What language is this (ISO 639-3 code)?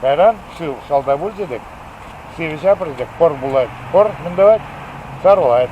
chv